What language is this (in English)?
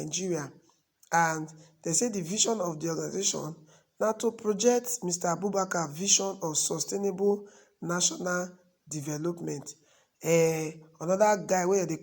Nigerian Pidgin